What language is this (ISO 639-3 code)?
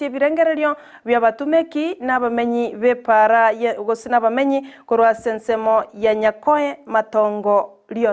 guz